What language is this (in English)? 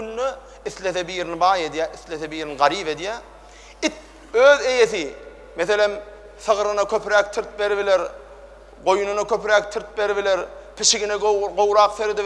Turkmen